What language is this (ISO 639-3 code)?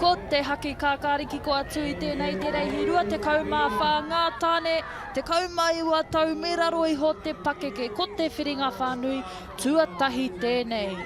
mri